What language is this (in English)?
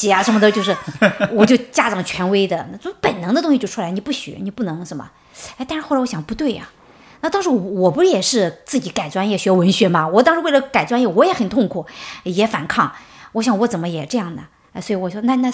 Chinese